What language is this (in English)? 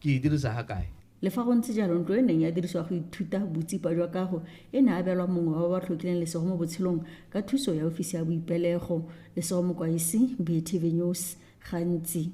Tswana